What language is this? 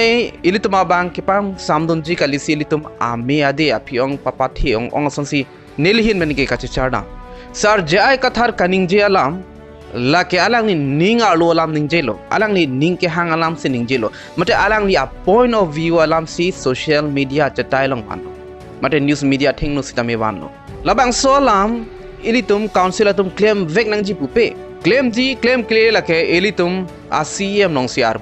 Karbi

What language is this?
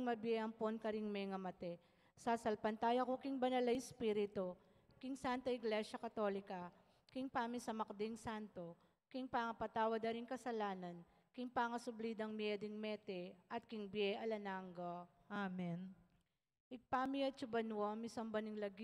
Pampanga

